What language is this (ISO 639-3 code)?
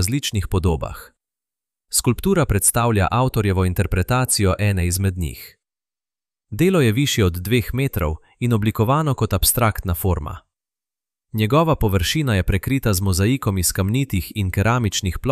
slv